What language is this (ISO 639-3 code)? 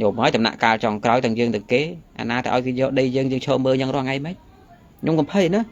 khm